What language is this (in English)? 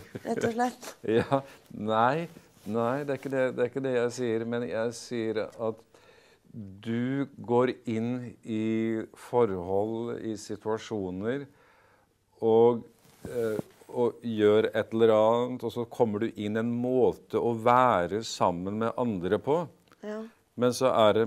Norwegian